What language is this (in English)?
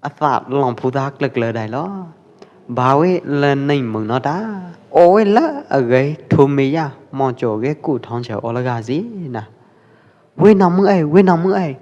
Pwo Eastern Karen